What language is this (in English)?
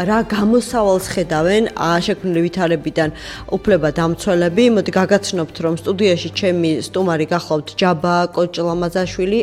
Georgian